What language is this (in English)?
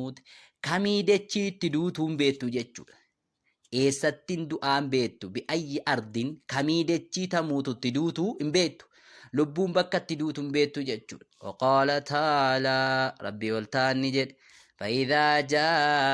Oromo